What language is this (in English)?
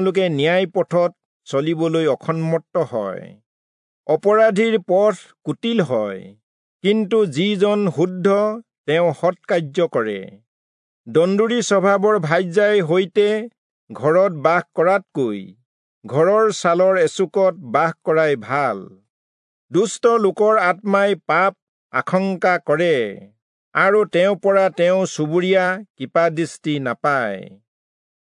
Assamese